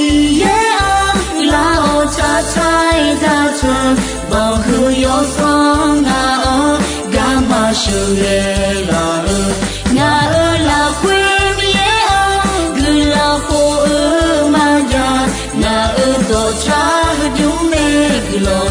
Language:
Akha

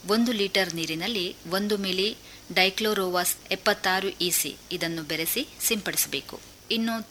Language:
Kannada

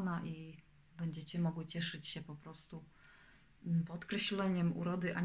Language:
Polish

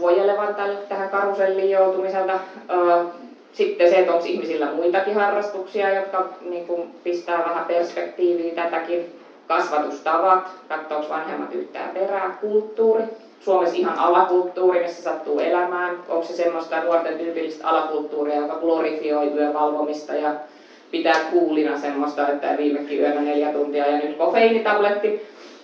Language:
Finnish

